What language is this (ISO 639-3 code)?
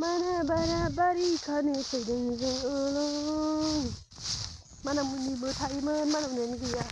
brx